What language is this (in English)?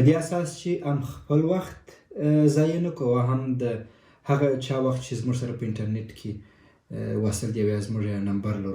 Pashto